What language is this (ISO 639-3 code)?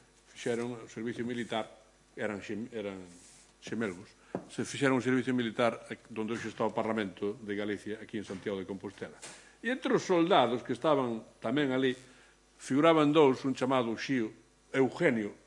glg